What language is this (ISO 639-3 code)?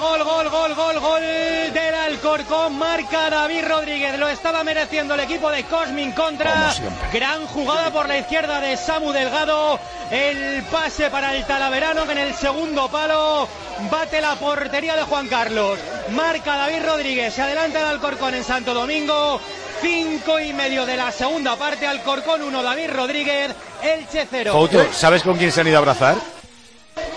spa